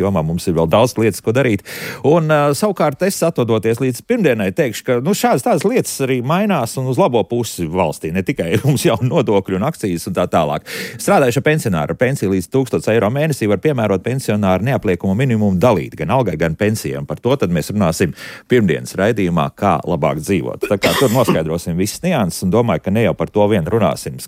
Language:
Latvian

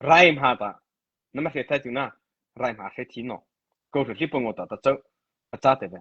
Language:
Mara Chin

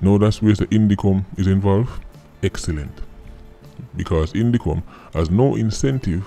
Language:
Jamaican Creole English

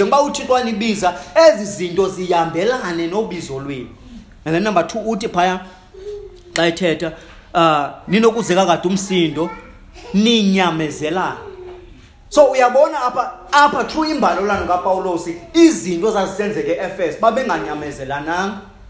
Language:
Xhosa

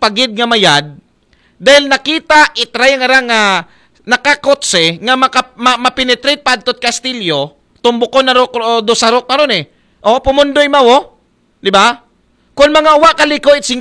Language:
Aklanon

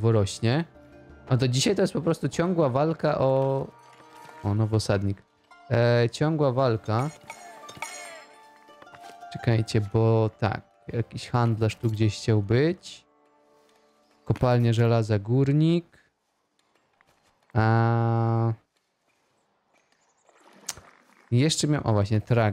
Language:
Polish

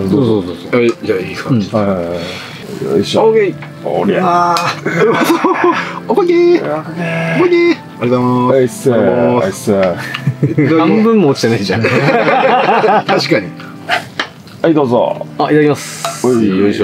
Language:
Japanese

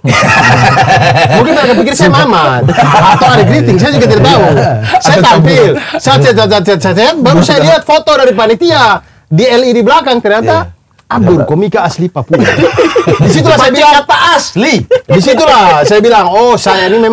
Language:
Indonesian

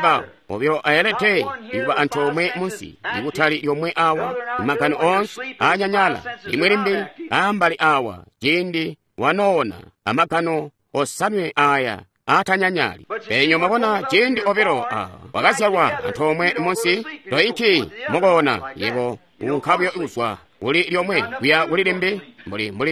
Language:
Tonga (Zambia)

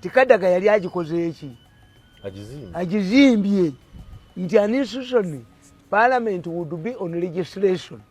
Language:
Ganda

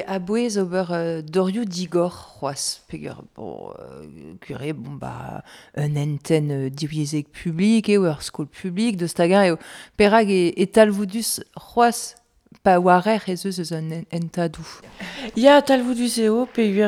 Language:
Breton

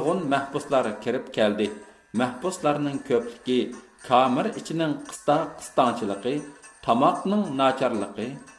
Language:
Uyghur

